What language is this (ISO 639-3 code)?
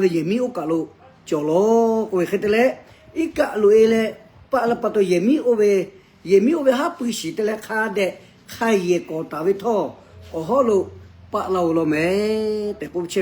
lhu